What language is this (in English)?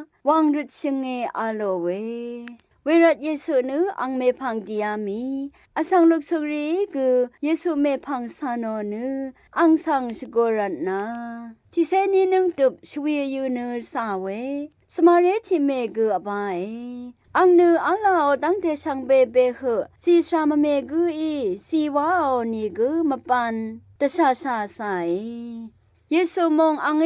Rawang